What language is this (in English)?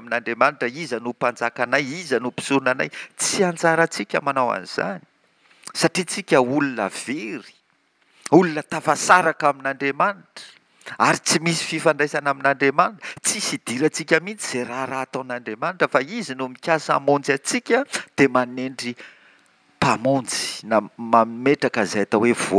Malagasy